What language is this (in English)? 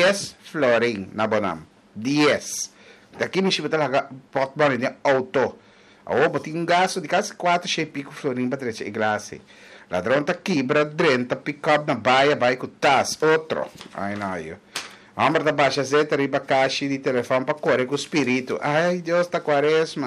Papiamento